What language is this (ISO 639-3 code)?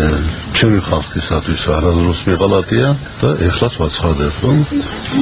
kat